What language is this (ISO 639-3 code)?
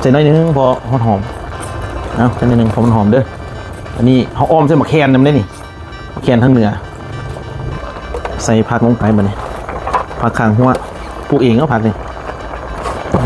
lao